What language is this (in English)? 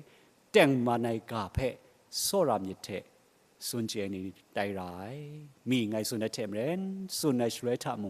Kachin